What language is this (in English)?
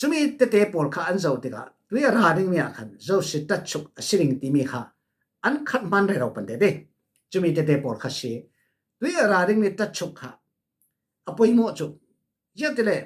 Falam Chin